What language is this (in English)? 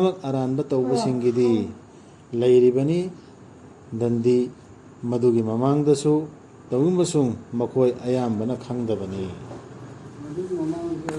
Manipuri